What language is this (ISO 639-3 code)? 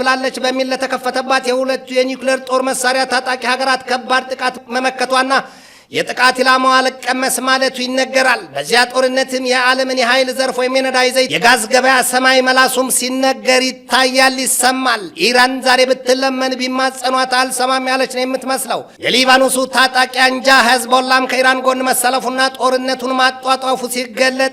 amh